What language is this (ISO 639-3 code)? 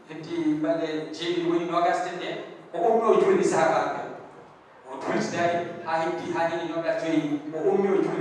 ful